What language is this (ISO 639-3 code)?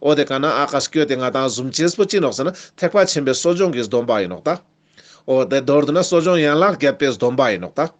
lbj